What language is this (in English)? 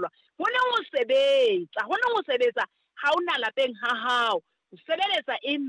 Southern Sotho